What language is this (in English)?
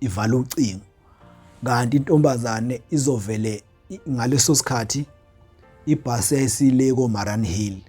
Zulu